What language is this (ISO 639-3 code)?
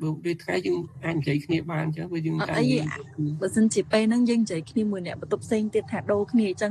khm